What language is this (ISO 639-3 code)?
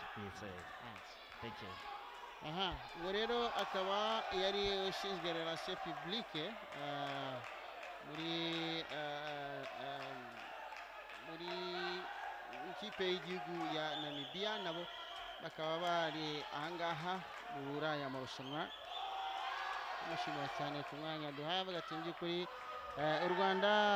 kin